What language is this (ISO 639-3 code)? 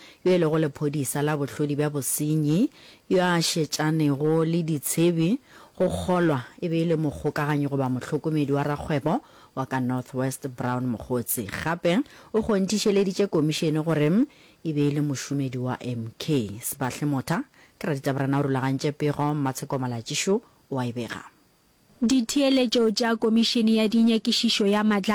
nso